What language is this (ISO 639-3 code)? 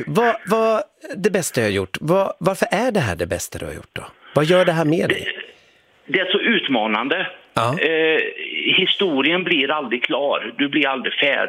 swe